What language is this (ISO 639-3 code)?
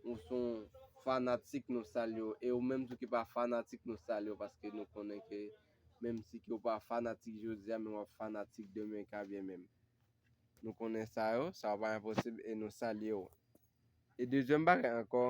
hat